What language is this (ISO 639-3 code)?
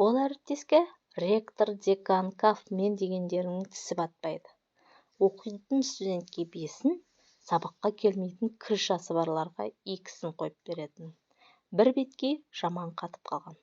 kaz